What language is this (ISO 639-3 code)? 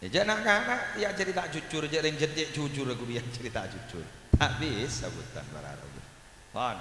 mad